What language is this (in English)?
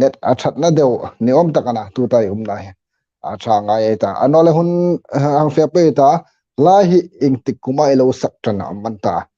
Hmar